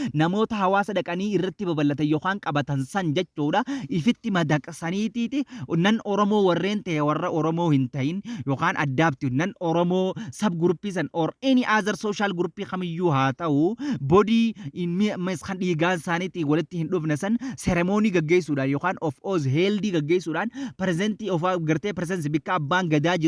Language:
Oromo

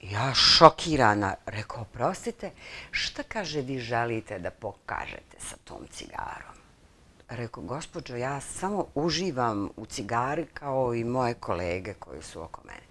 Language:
Bosnian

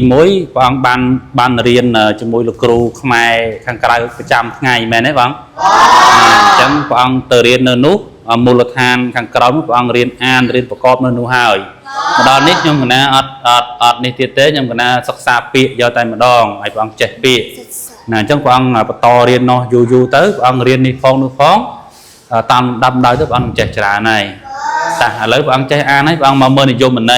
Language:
Khmer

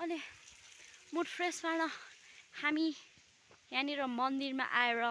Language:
Nepali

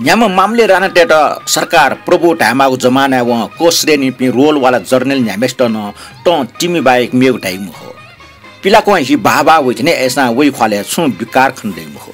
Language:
Newari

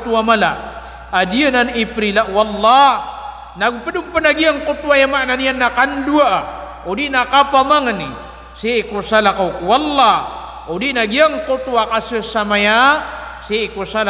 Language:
Maranao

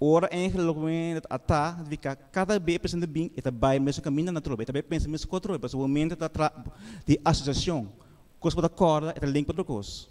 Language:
Papiamento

